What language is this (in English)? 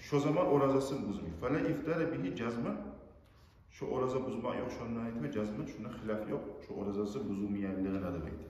Kumyk